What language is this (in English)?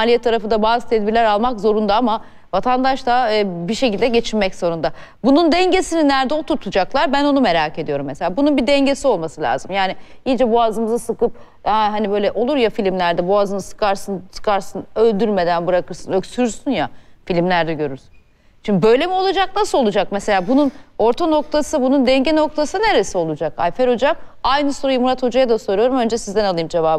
Turkish